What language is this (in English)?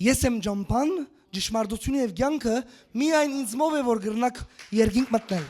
Western Armenian